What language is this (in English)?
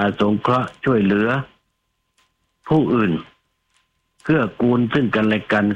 Thai